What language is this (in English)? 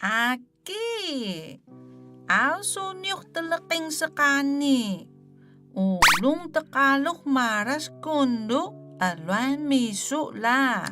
Atayal